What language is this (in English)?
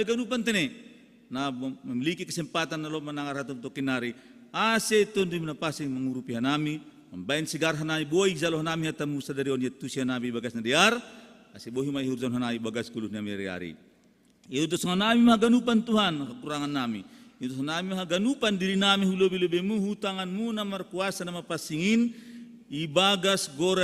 Batak Simalungun